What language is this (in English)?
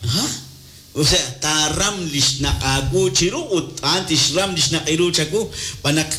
Kekchí